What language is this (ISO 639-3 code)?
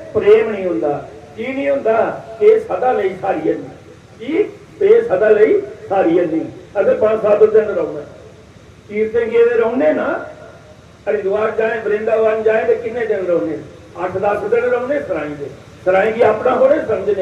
doi